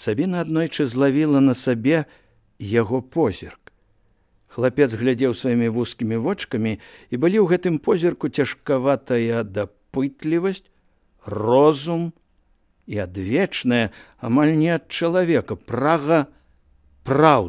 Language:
Belarusian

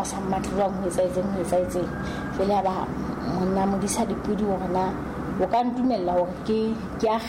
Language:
Southern Sotho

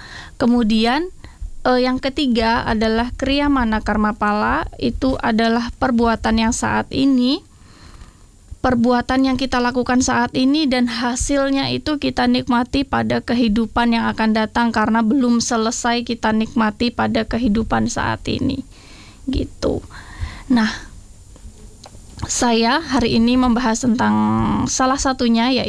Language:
Indonesian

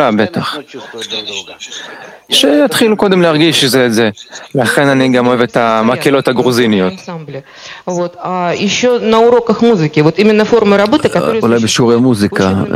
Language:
Hebrew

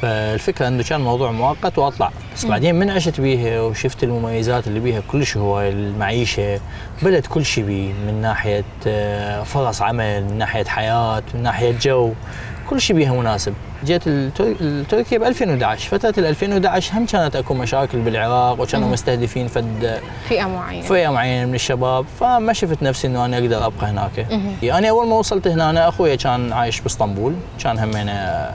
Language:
Mesopotamian Arabic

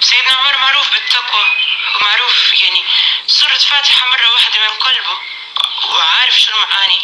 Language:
North Levantine Arabic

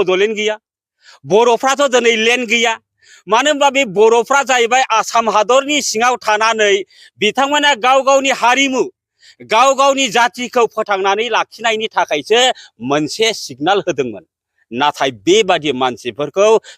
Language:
Bodo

